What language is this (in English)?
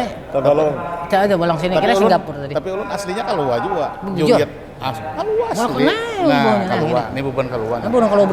Banjar